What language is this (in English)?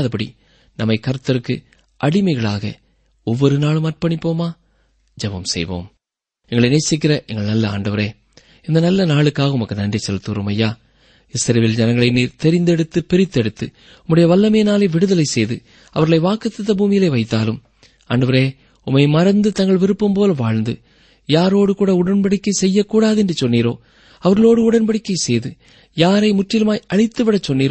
Tamil